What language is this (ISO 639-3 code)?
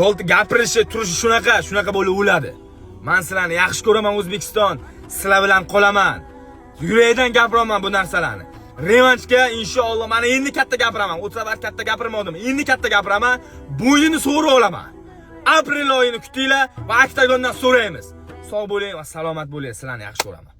uzb